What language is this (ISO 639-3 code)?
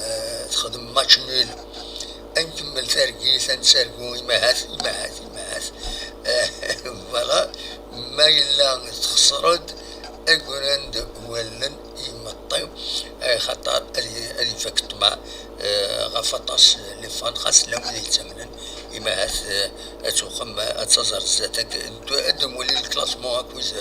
kab